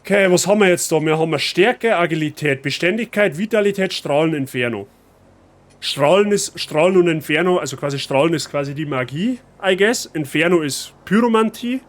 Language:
Bavarian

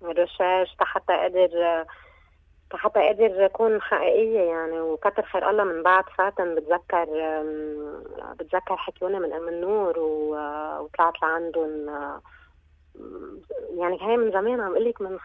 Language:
North Levantine Arabic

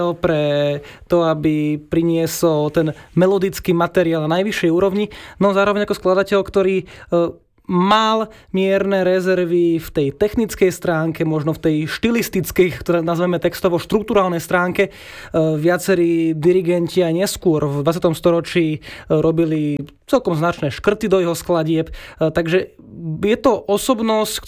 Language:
Slovak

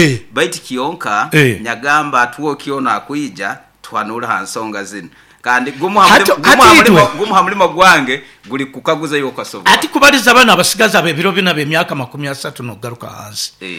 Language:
Nyoro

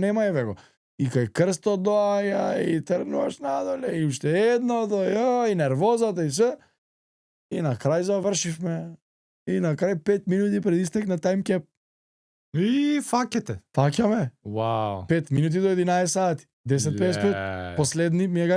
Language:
Macedonian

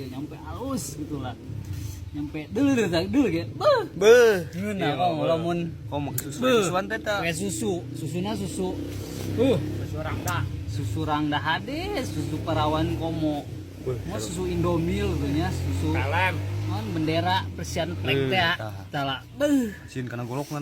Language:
Sundanese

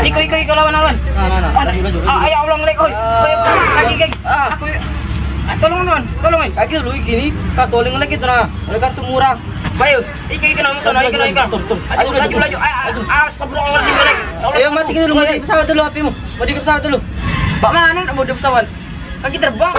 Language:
Musi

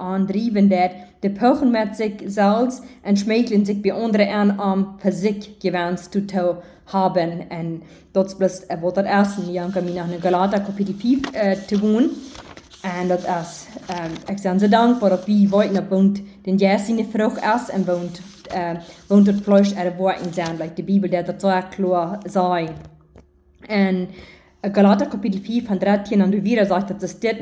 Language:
Plautdietsch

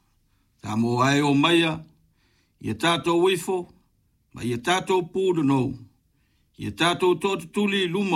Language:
Samoan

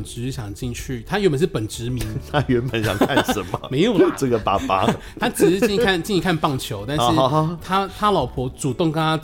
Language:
Chinese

